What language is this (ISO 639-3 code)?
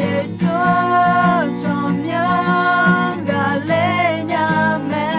ahk